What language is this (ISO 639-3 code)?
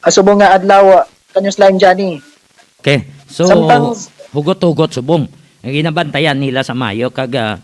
hil